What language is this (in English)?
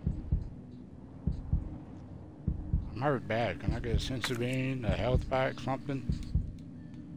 English